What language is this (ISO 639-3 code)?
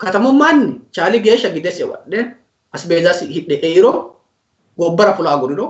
sid